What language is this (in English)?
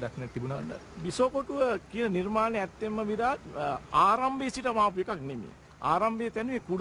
Sinhala